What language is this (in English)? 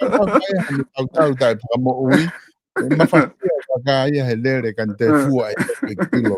Tongan